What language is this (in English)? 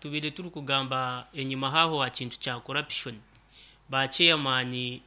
Nyankole